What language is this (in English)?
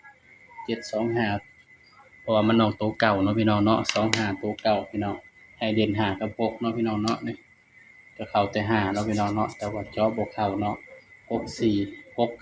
Northeastern Thai